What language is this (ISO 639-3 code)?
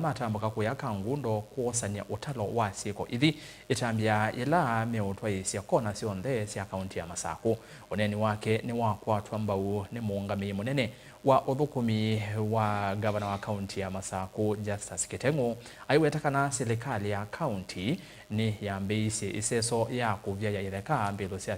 kam